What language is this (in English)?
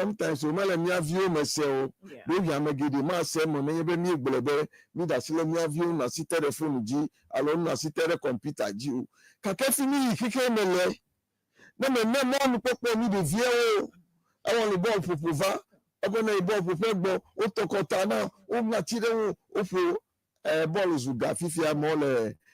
Ewe